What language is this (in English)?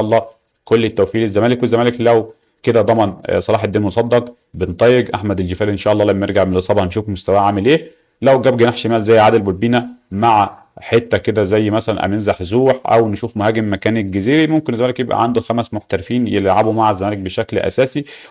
Egyptian Arabic